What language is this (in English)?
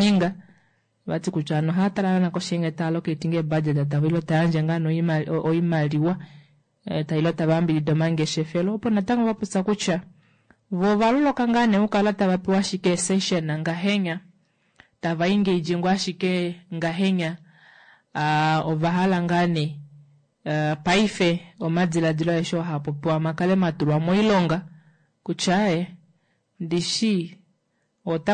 Kuanyama